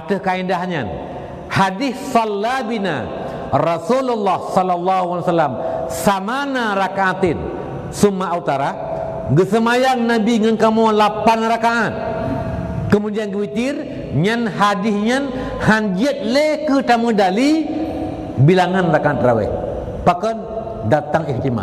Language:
Achinese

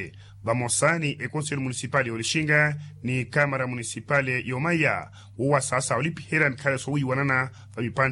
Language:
Makhuwa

